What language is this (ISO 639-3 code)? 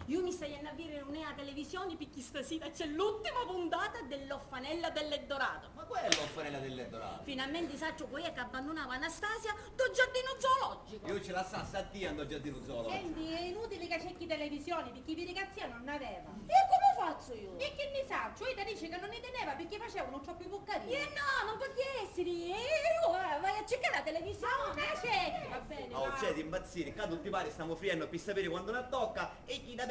scn